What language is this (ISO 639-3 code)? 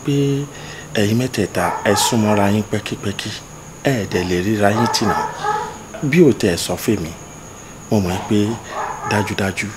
yor